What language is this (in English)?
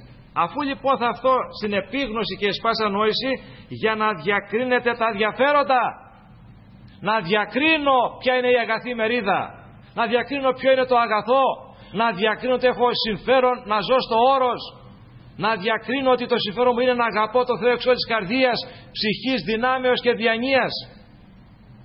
Greek